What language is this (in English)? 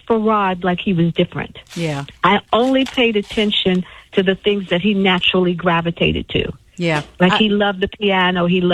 English